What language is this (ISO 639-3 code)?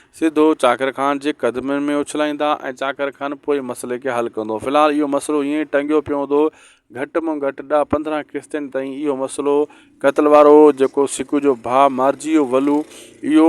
snd